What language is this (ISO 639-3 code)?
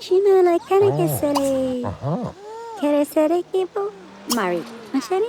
bar